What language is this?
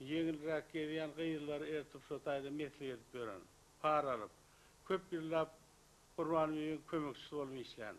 Turkmen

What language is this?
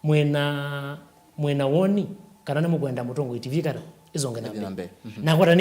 Kamba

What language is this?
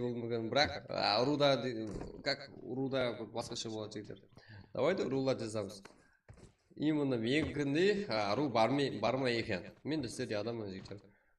Kara-Kalpak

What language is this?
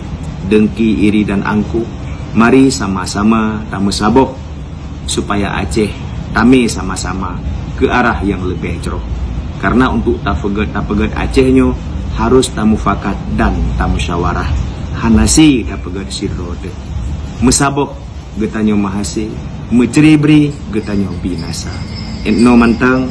Achinese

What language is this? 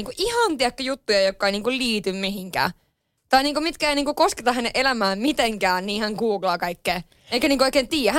Finnish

